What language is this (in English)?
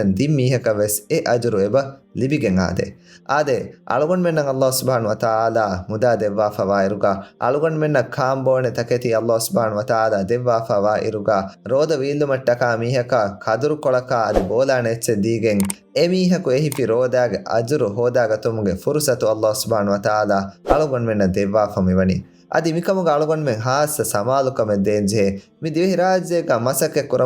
Divehi